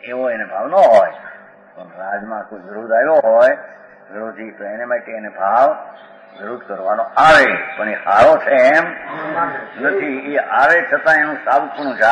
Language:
Gujarati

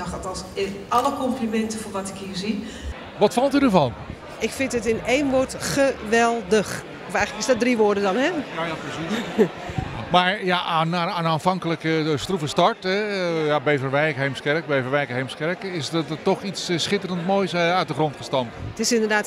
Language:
Dutch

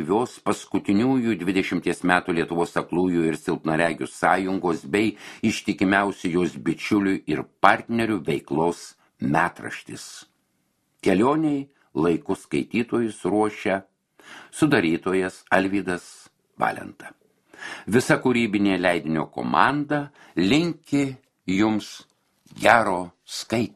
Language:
Lithuanian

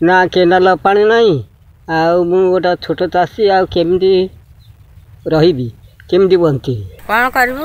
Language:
Odia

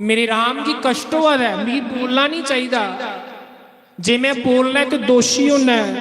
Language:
Dogri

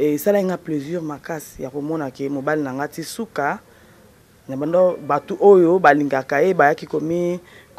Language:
Lingala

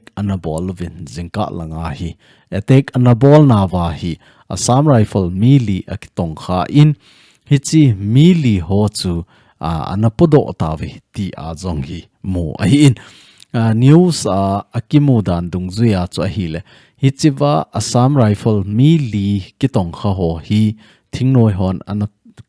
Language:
Thado Chin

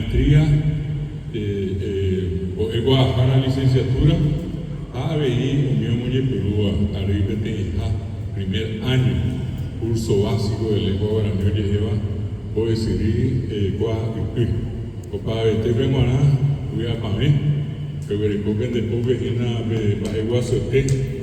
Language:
Guarani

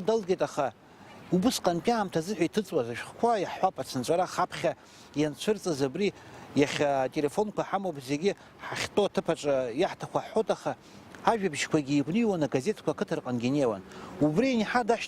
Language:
Abkhazian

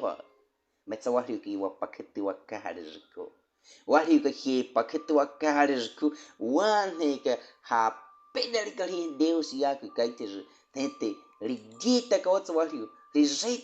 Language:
Baniwa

